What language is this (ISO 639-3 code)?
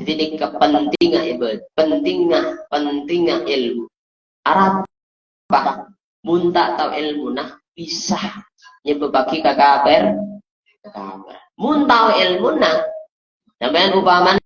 mad